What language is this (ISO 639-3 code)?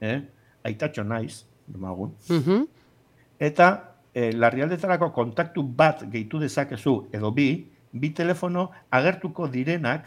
eus